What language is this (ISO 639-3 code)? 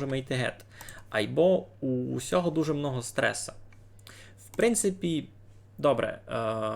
rue